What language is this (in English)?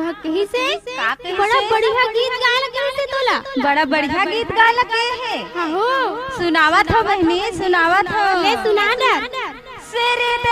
Chhattisgarhi